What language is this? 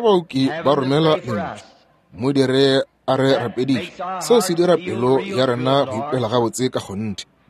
Northern Sotho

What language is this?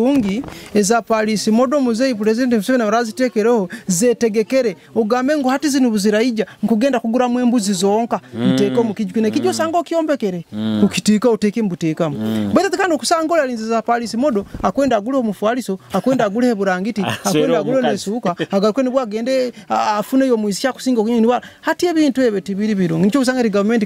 Nyoro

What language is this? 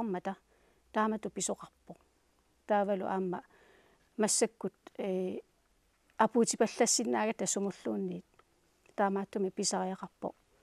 Kalaallisut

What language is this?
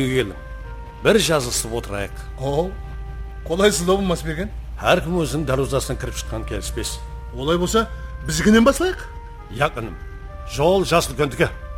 Kara-Kalpak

